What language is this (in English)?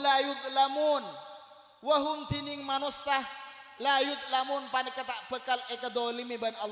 Madurese